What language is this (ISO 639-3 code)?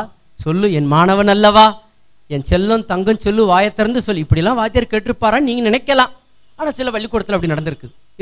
tam